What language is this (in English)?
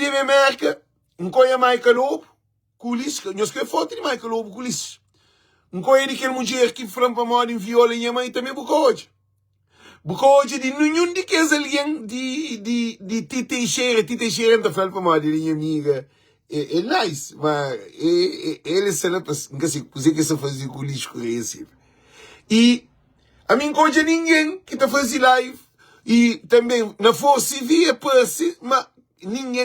Kabuverdianu